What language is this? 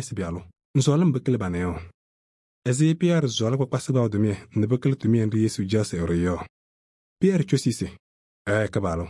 Kabiyè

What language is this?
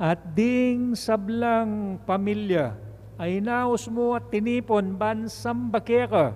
Pampanga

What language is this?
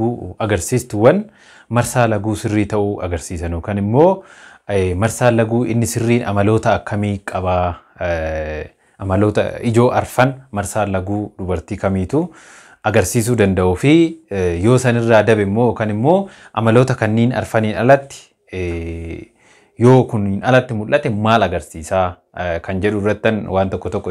Oromo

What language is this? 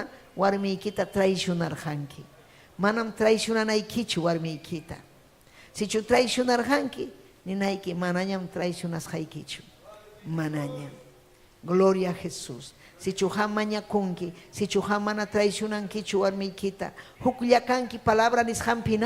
Ayacucho Quechua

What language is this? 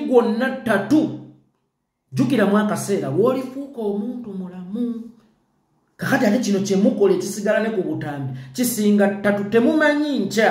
Ganda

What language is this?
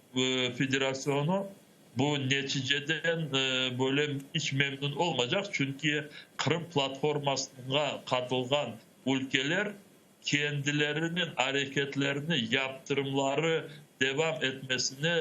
Crimean Tatar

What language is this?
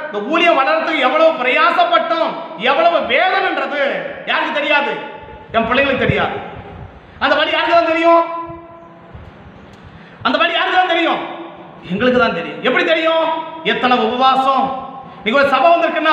Tamil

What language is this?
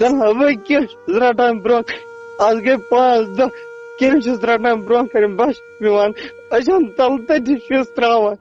Kashmiri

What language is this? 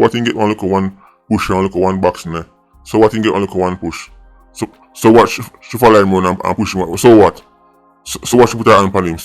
Jamaican Creole English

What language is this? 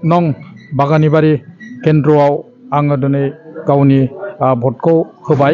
Bodo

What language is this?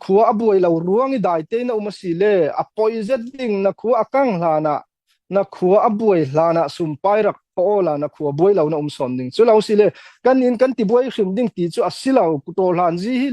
Falam Chin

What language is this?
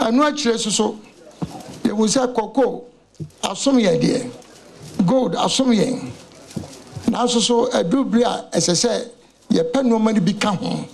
Akan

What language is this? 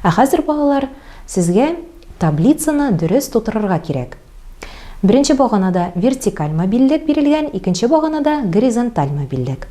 Tatar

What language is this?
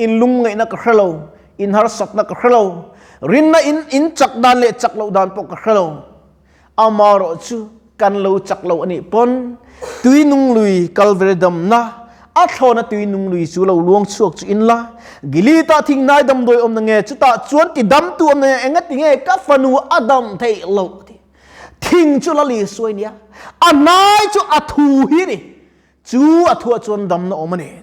Mizo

